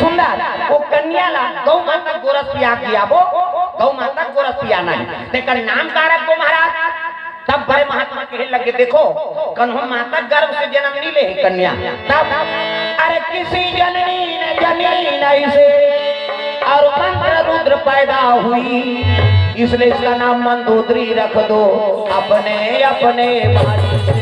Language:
Chhattisgarhi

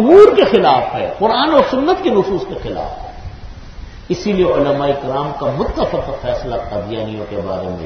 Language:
Urdu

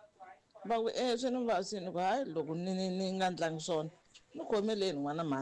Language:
Tsonga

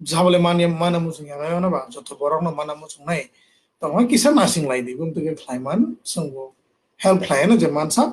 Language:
Kok Borok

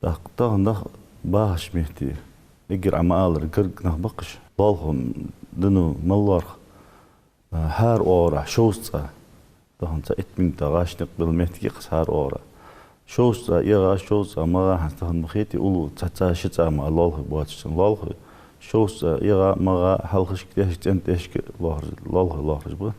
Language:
Ingush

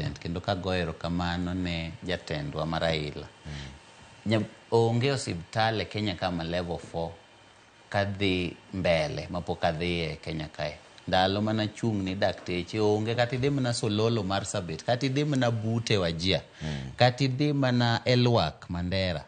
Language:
Luo (Kenya and Tanzania)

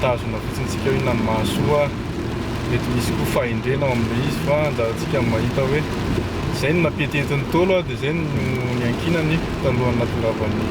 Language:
Malagasy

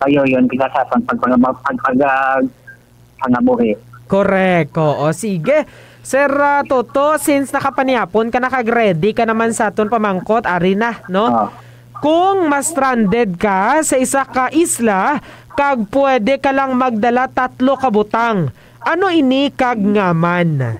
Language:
Hiligaynon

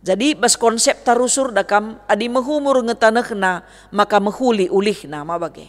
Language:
Batak Karo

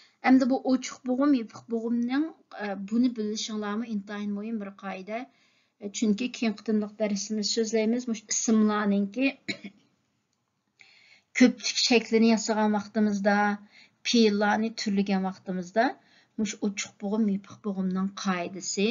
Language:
Uyghur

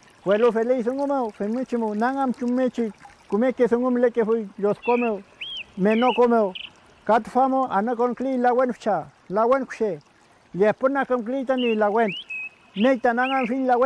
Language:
Mapuche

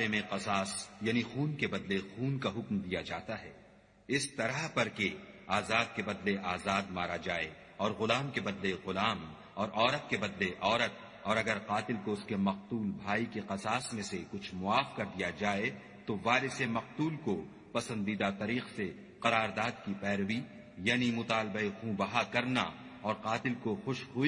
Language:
Urdu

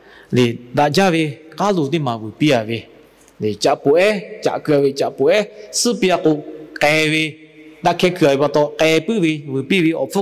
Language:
Lahu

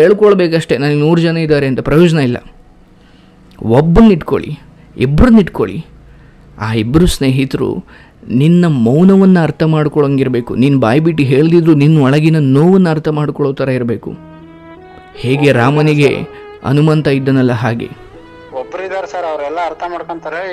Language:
Kannada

